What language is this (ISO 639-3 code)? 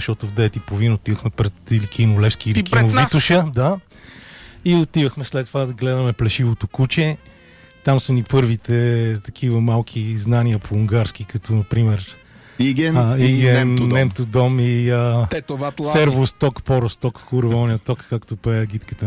bul